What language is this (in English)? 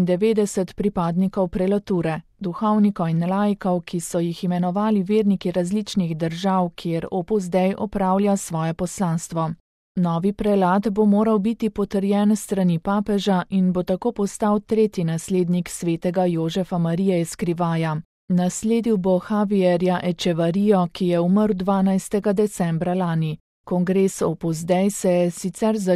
Slovenian